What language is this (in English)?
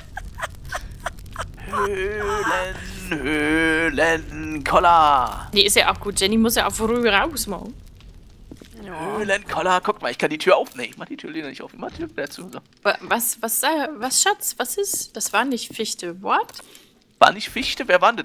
German